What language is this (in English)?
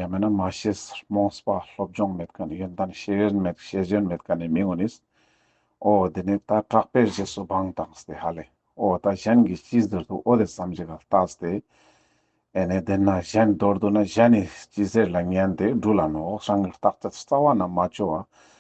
Ladakhi